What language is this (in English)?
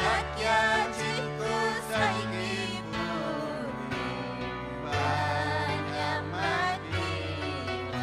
Ayacucho Quechua